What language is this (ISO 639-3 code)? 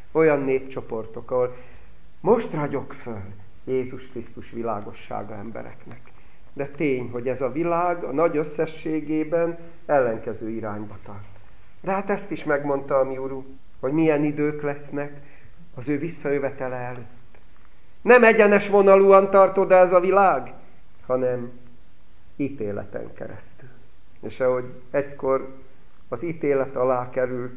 hun